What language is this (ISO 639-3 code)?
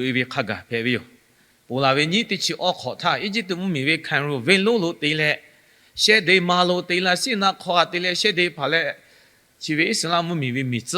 lhu